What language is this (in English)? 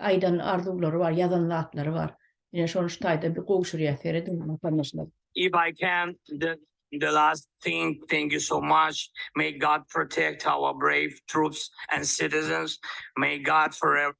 Turkmen